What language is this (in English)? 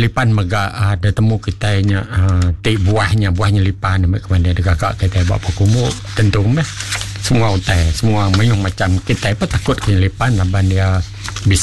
Iban